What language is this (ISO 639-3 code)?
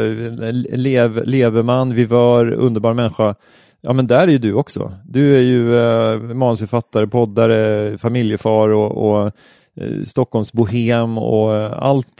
swe